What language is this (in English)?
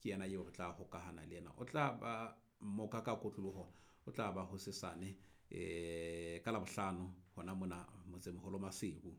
Southern Sotho